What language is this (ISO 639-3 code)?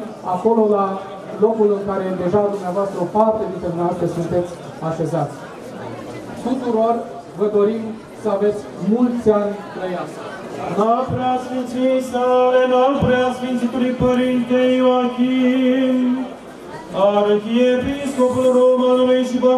ron